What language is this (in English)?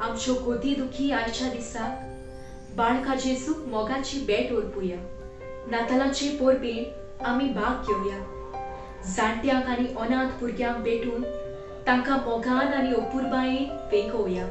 Konkani